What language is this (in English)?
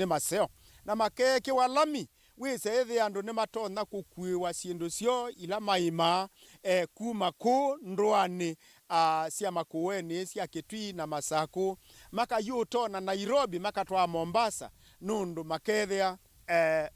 Kamba